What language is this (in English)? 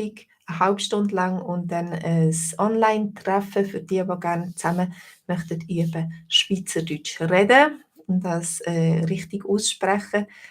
Swiss German